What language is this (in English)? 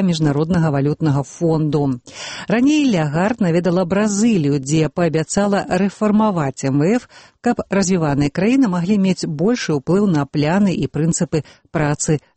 Belarusian